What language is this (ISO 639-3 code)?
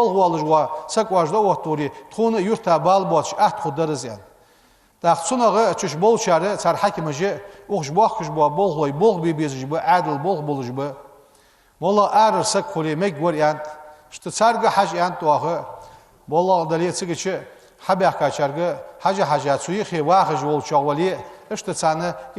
inh